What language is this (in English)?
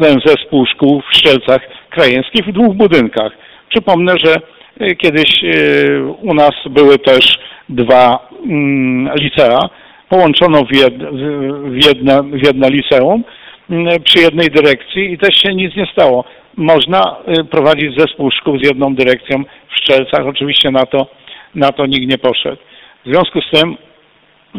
Polish